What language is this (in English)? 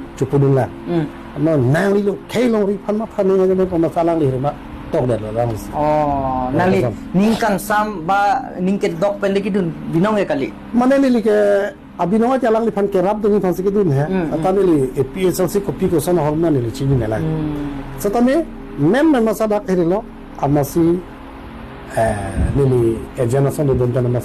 Karbi